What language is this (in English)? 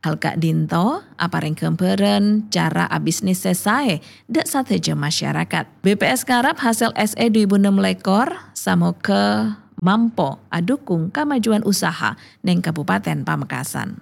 Madurese